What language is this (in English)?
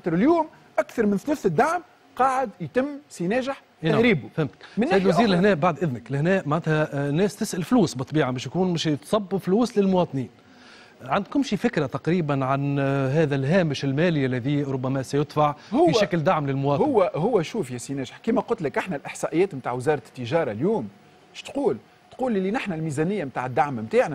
Tunisian Arabic